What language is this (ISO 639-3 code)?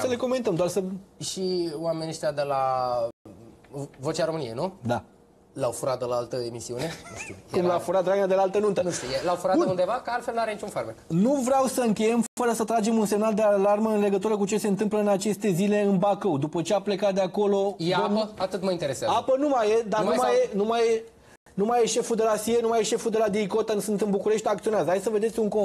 ron